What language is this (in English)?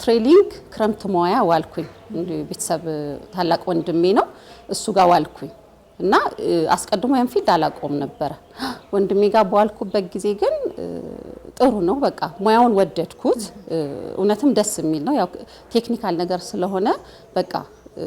Amharic